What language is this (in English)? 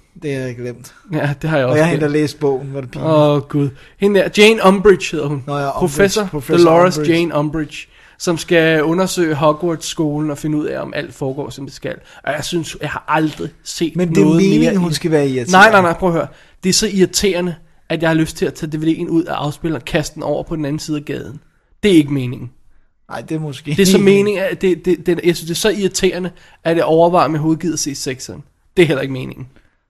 Danish